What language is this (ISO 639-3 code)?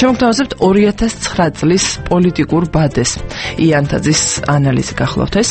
kat